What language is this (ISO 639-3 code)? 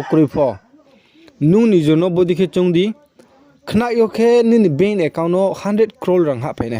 ria